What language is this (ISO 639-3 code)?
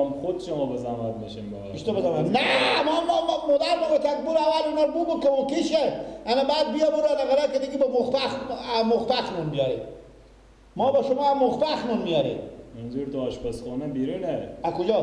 fas